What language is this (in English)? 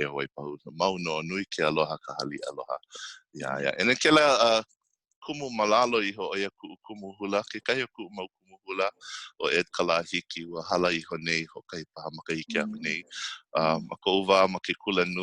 Hawaiian